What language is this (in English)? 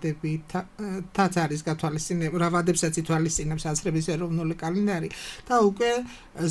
Georgian